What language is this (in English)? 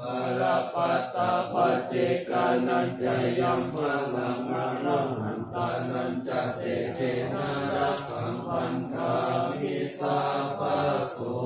Pali